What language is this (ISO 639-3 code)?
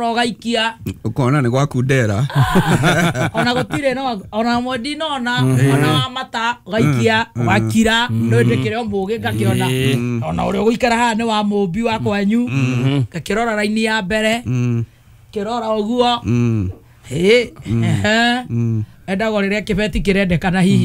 kik